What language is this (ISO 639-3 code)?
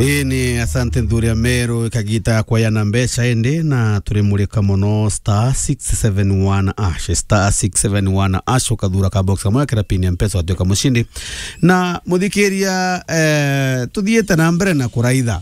mer